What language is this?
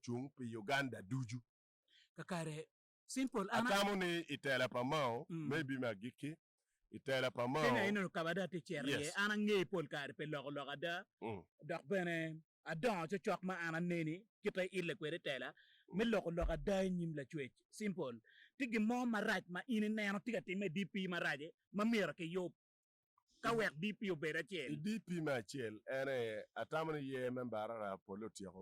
Acoli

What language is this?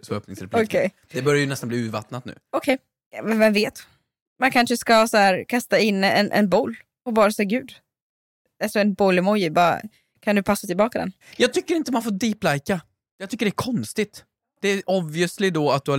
Swedish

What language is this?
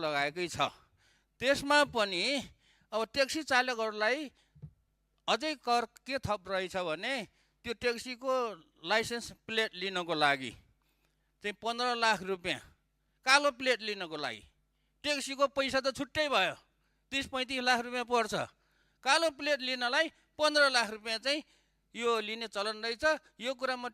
Nepali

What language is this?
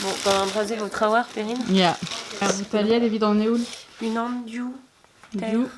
Breton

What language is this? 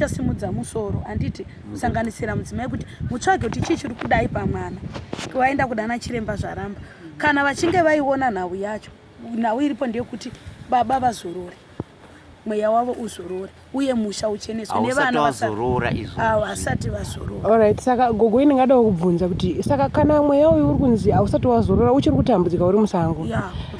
Shona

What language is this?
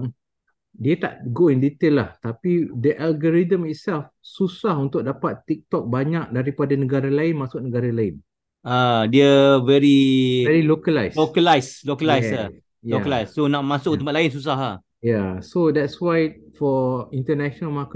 Malay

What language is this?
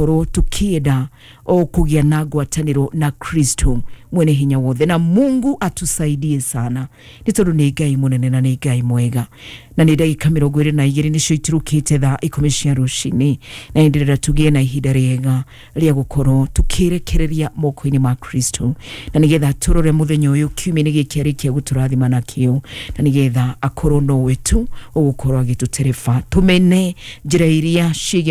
Kikuyu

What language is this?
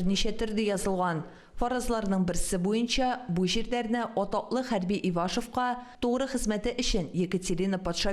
Tatar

